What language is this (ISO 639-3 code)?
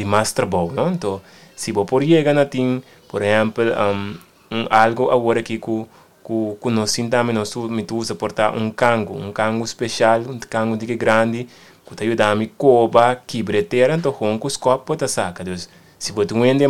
pap